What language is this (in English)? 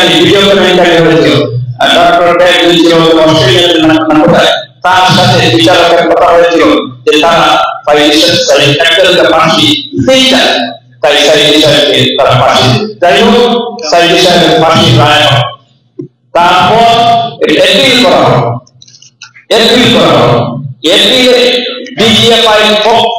Bangla